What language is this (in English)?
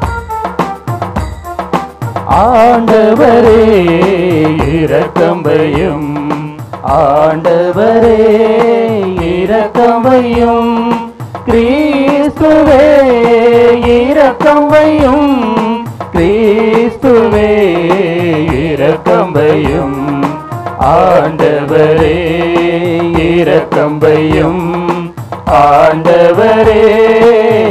Tamil